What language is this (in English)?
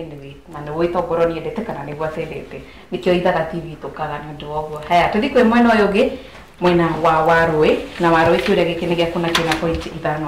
Kikuyu